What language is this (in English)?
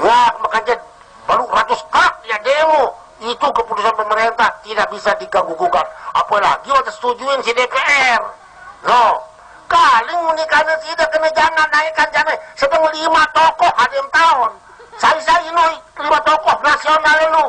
Sasak